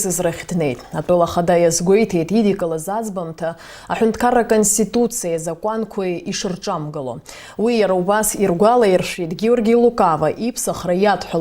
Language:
Abkhazian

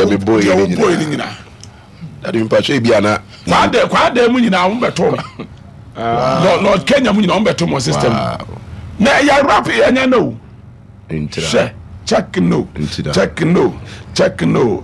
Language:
Akan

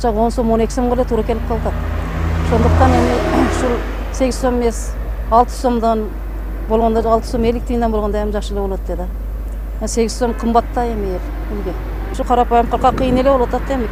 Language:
Kyrgyz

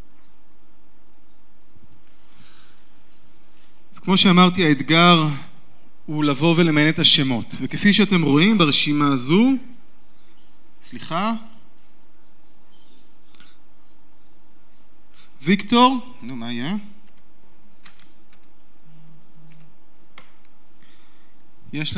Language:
Hebrew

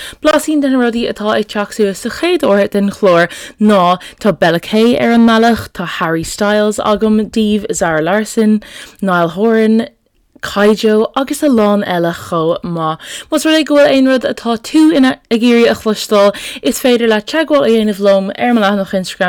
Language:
Irish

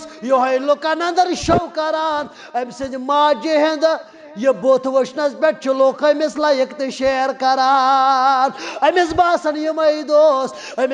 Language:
Kashmiri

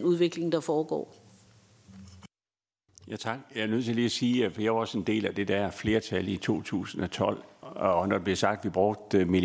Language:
Danish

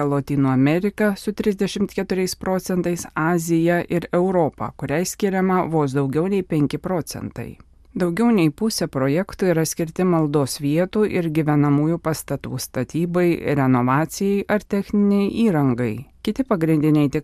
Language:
Lithuanian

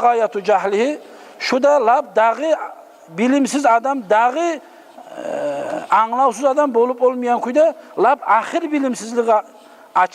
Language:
Kumyk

